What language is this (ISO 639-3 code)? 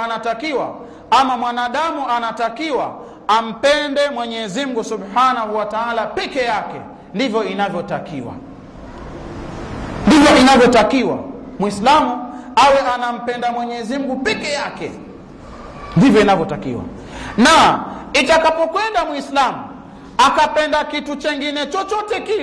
swa